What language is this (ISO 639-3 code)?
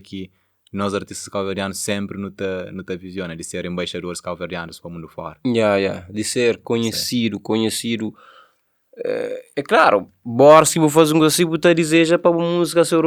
kea